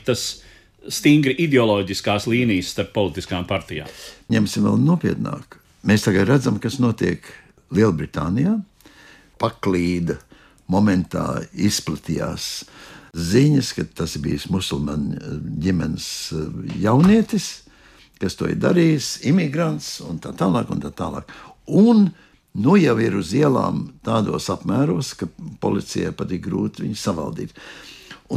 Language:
Latvian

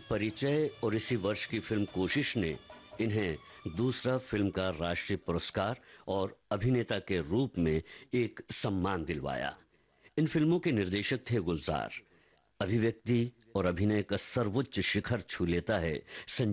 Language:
Hindi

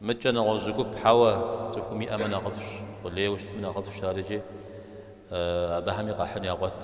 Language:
Kabardian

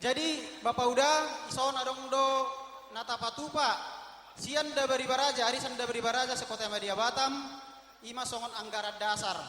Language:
Batak Toba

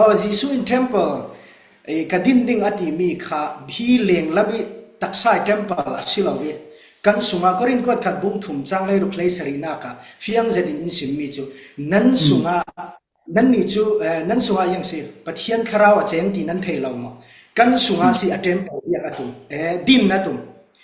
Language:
Falam Chin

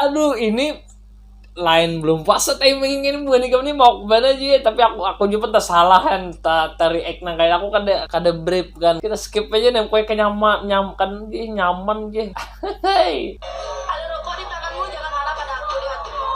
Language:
Banjar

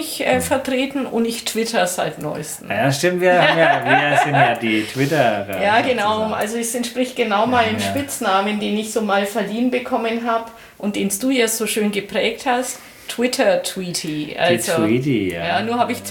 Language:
German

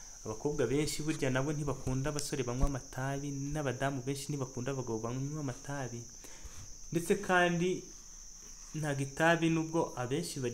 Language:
Kinyarwanda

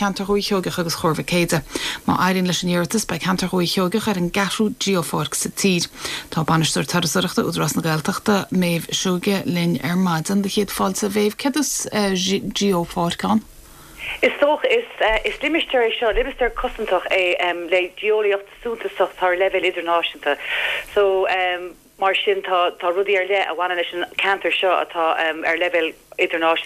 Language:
Irish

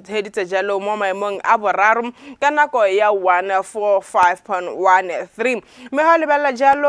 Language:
Tswana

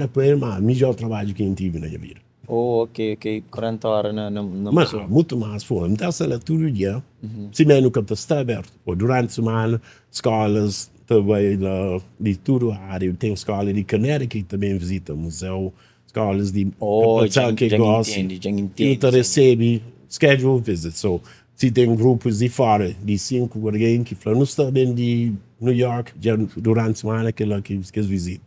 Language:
Kabuverdianu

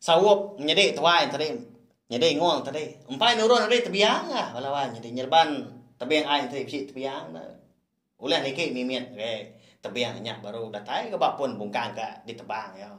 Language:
Iban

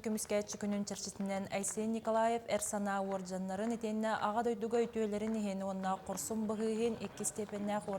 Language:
Yakut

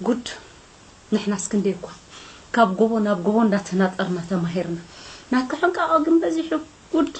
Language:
Tigrinya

